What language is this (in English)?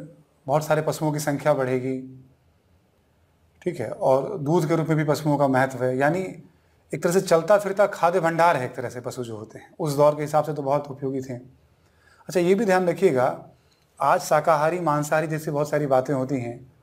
Hindi